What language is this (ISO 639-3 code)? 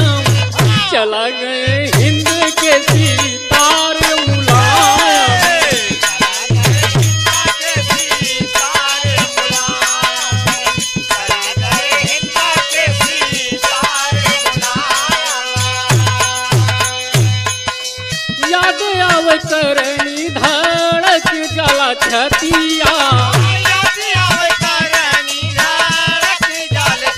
bho